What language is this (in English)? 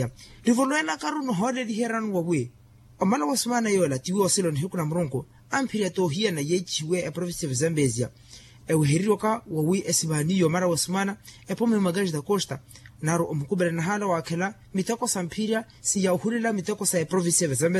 Makhuwa